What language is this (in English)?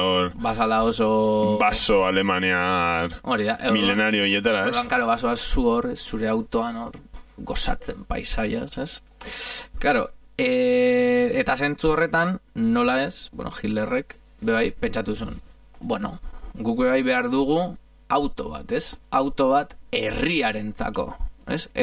Basque